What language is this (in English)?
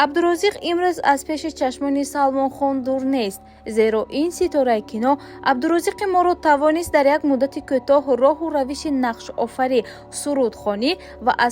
Tajik